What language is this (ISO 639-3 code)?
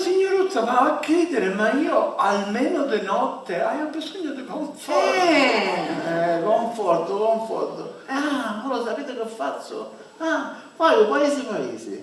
scn